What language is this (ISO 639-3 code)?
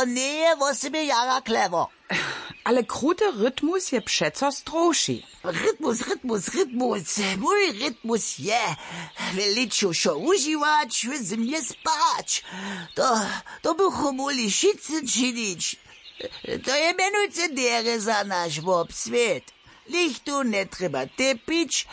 hsb